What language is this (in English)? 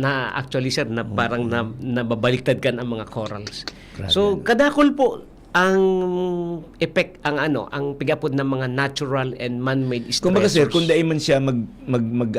Bikol